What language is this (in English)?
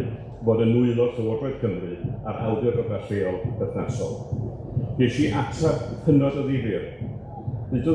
Welsh